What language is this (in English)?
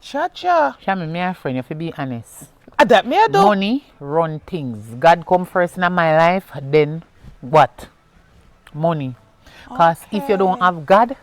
Jamaican Creole English